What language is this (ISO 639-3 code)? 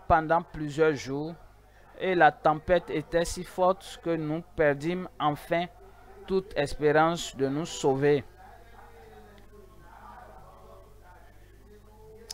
fra